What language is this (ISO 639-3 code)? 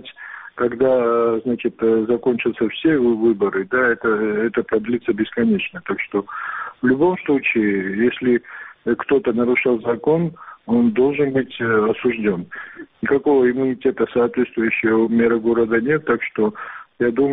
rus